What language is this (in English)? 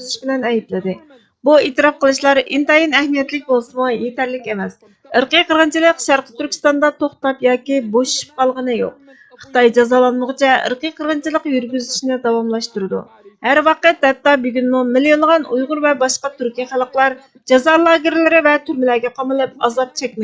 Uyghur